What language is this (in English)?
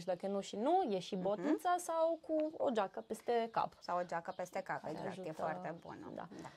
Romanian